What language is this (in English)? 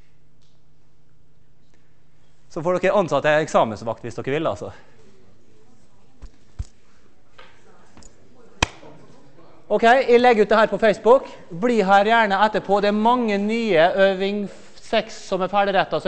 Norwegian